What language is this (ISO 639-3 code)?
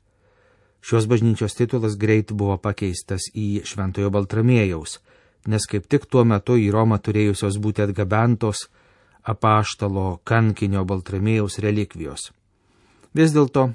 lit